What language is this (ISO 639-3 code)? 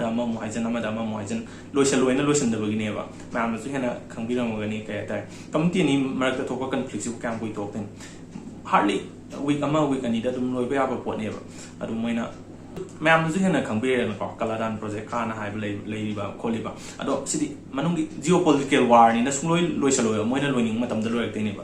mni